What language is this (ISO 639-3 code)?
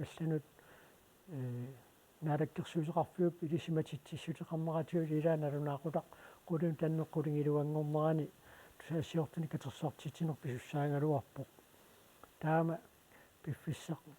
kal